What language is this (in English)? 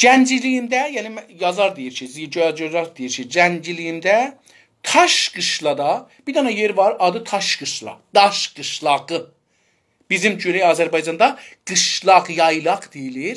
South Azerbaijani